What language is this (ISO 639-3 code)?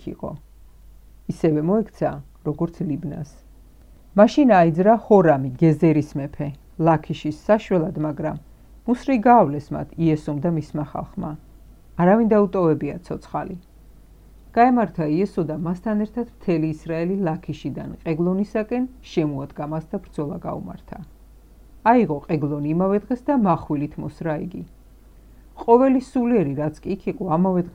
kat